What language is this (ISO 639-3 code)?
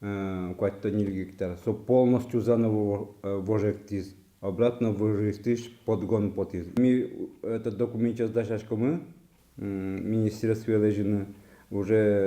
udm